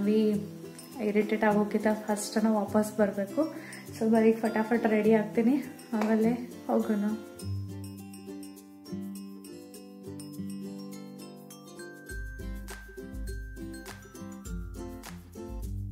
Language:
Kannada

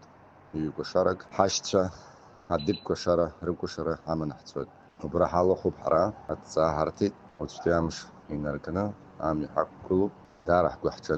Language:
Abkhazian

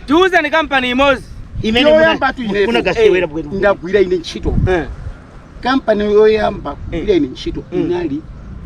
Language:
Nyanja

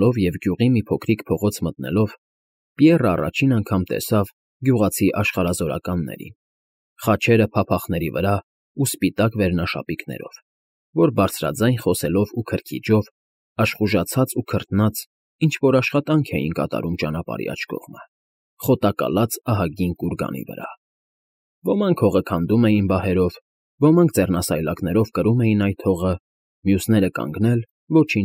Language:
Armenian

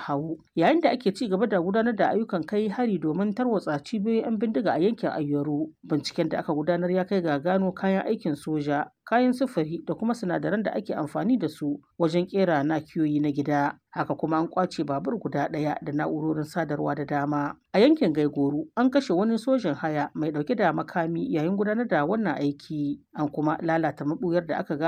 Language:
Hausa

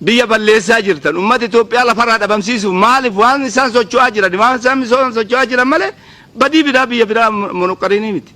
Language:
Oromo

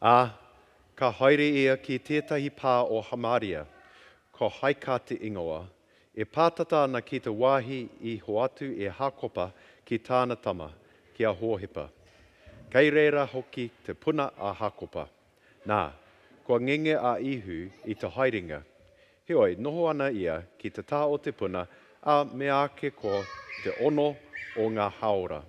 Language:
Māori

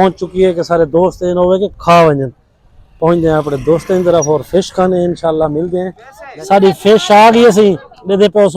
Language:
Saraiki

